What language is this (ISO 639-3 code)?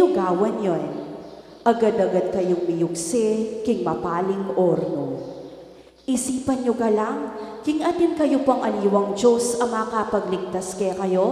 pam